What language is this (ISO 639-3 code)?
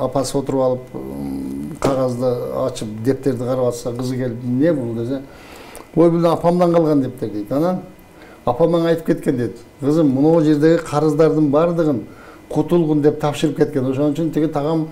kir